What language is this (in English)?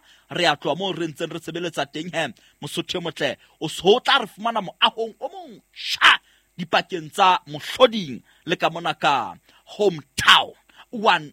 Southern Sotho